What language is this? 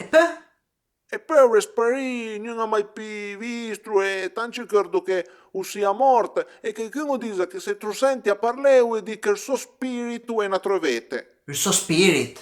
Piedmontese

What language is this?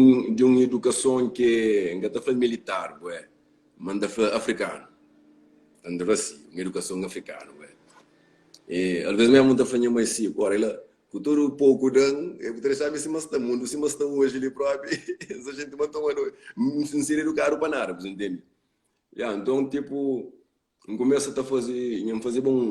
Kabuverdianu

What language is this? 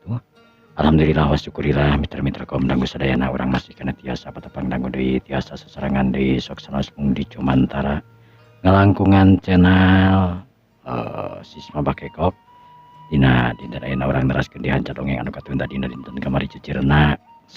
Sundanese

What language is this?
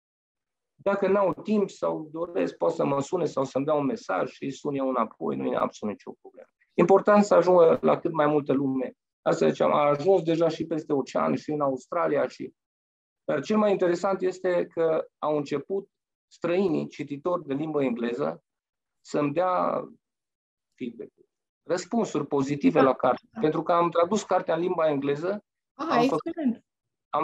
Romanian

